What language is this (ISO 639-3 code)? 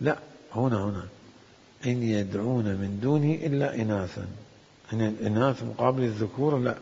acm